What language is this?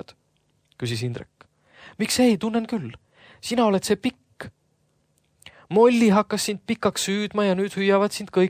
Estonian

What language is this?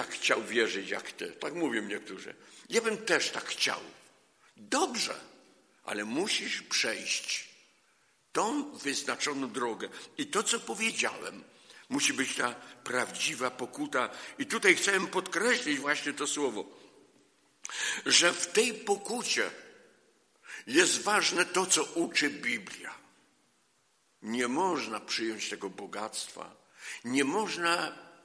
Polish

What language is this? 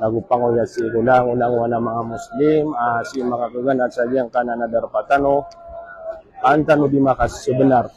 Maranao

